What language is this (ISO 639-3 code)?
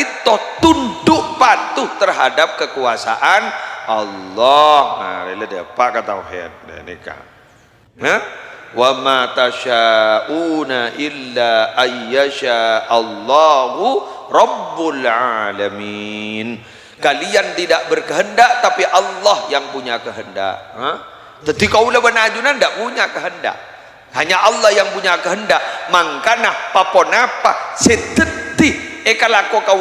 mad